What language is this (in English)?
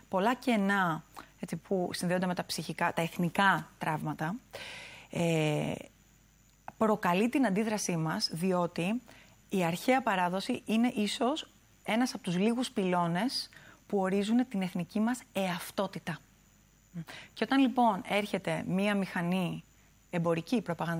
Greek